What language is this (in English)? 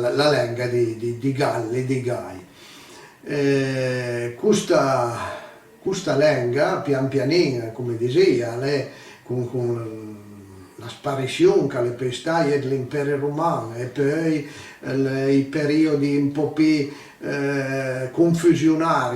Piedmontese